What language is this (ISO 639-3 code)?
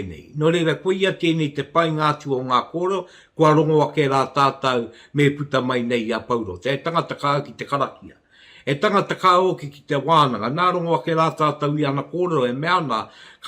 mri